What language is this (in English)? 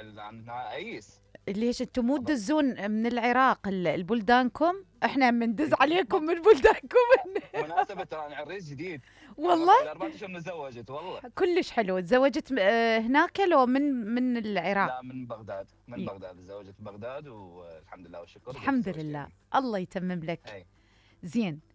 Mesopotamian Arabic